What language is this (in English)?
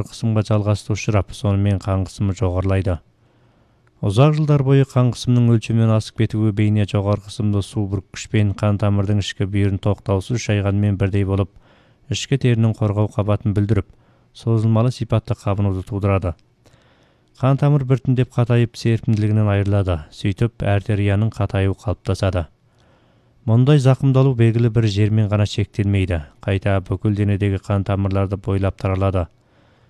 Kazakh